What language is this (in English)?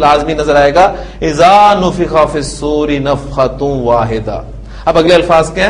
Urdu